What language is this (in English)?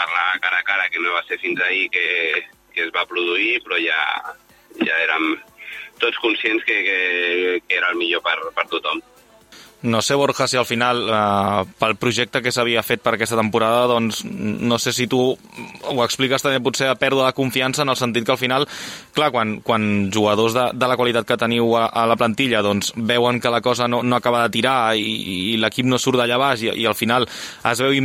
Catalan